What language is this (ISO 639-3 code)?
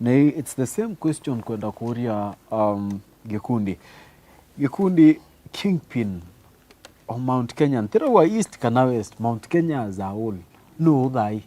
mer